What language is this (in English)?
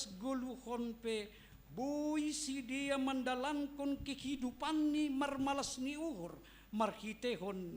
Batak Simalungun